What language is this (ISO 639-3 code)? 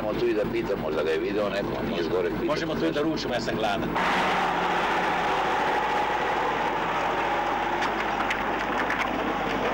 srp